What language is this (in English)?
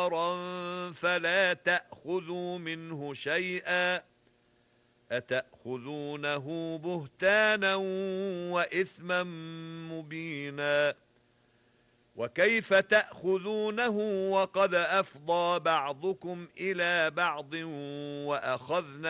Arabic